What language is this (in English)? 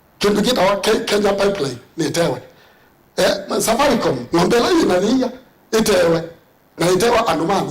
Kamba